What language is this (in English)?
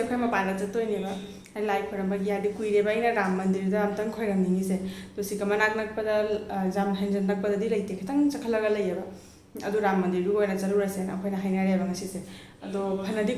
Manipuri